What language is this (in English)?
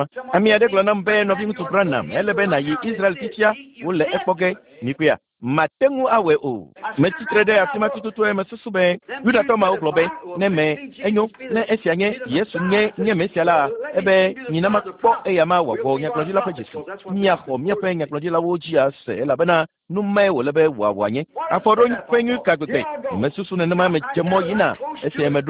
Ewe